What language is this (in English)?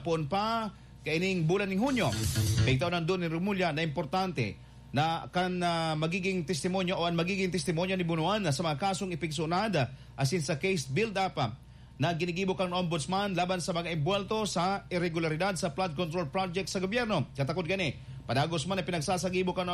Bikol